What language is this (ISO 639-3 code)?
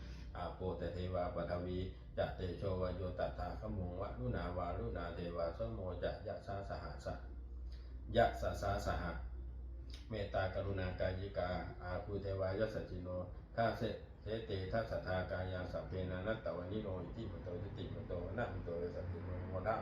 pli